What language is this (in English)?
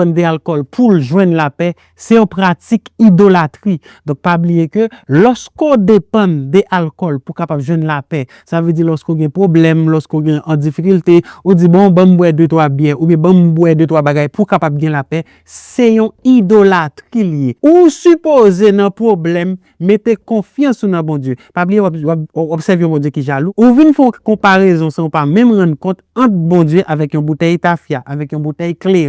Haitian Creole